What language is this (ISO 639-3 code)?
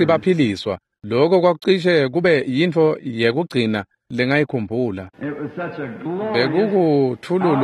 ssw